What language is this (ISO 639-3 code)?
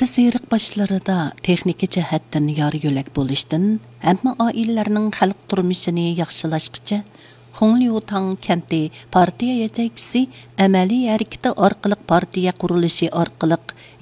uig